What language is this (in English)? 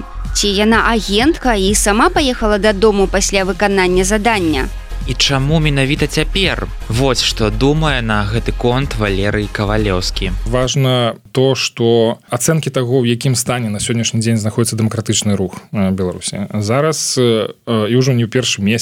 Belarusian